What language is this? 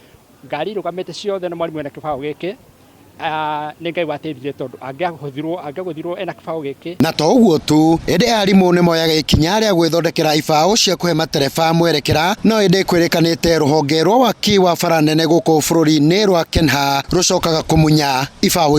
Kikuyu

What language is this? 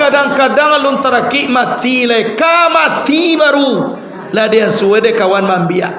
Minangkabau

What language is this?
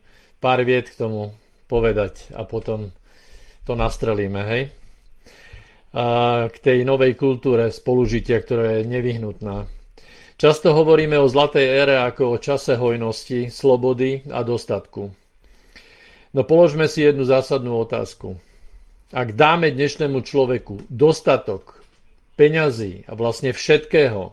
Slovak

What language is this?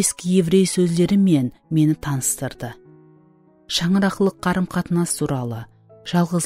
Kara-Kalpak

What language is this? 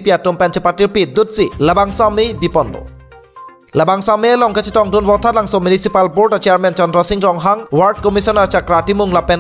Karbi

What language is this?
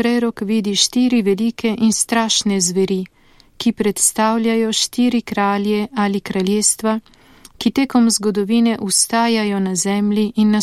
Slovenian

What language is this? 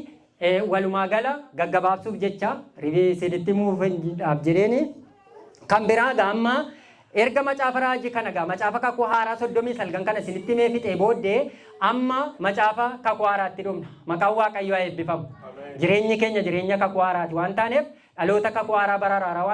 Oromo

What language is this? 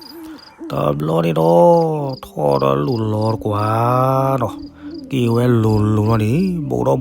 S'gaw Karen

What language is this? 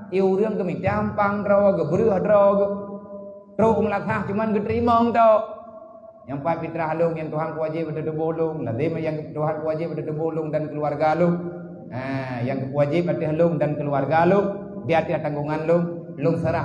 Achinese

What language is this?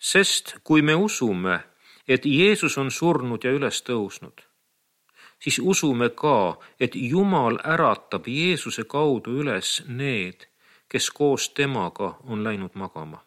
Estonian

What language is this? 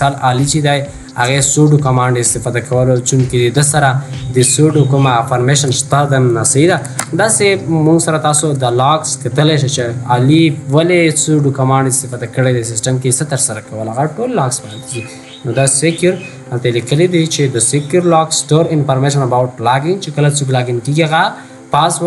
Pashto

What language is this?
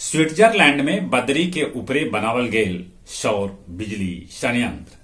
Magahi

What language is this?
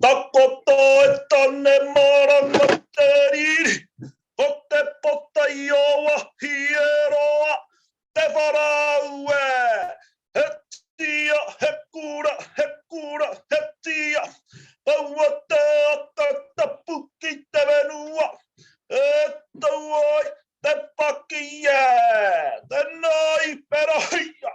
Māori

